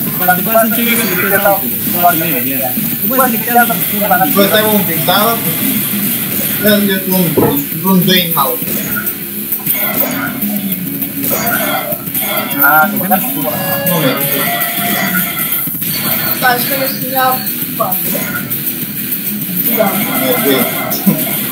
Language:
Romanian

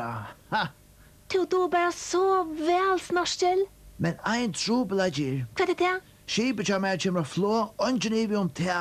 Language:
Faroese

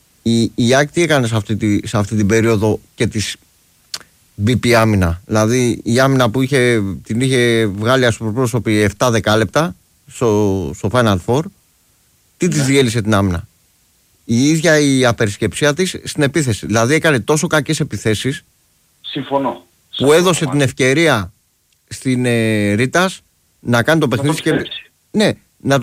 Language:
Greek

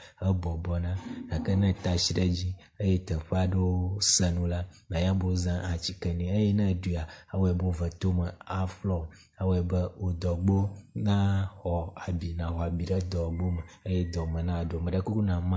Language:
Ewe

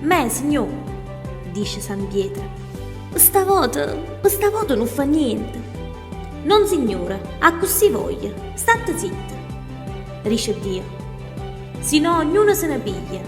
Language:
Neapolitan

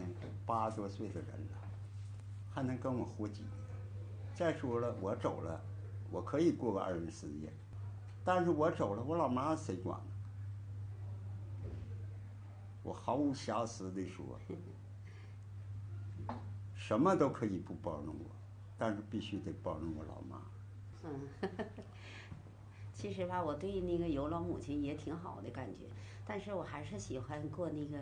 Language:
Chinese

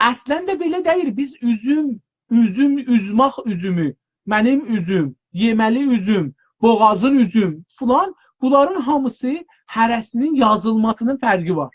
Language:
South Azerbaijani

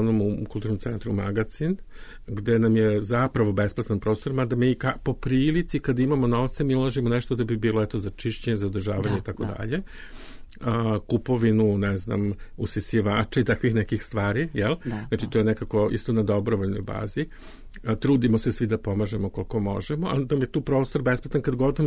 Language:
Serbian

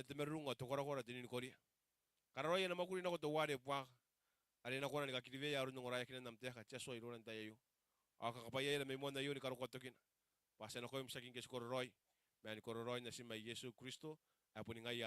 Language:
Gilbertese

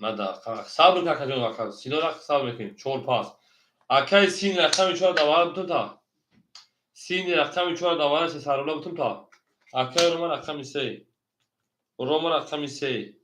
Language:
Tajik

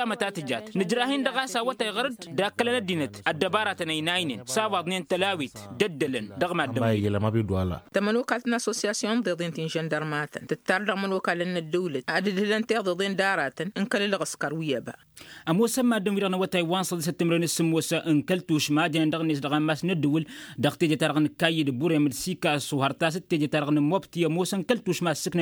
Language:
Tamasheq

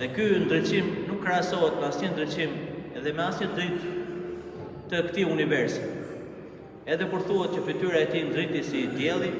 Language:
Albanian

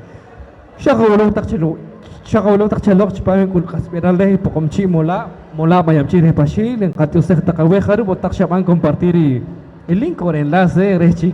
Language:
Poqomchi'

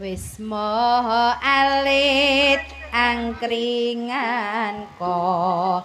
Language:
Javanese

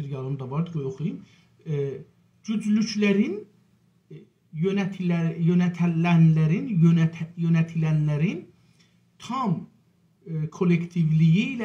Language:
South Azerbaijani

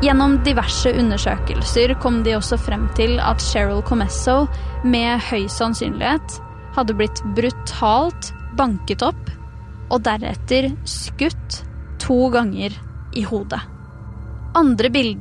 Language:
Norwegian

